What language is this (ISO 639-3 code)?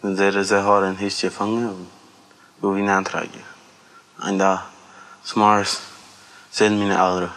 pdt